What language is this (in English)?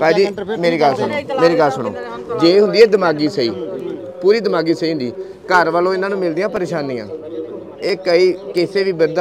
Punjabi